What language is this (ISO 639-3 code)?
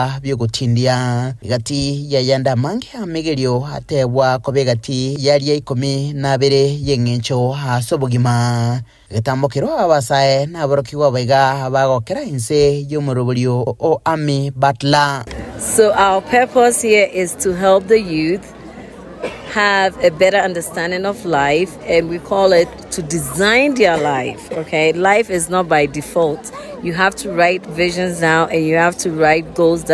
guz